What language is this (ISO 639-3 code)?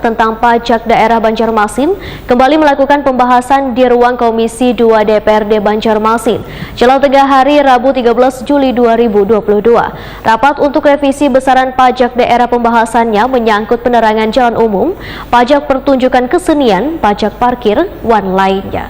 bjn